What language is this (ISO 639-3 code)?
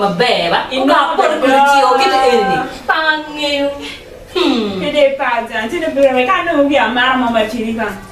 ach